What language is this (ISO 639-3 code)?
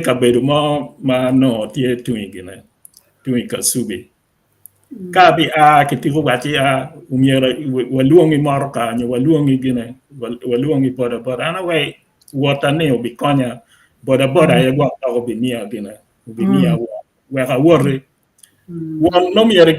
ach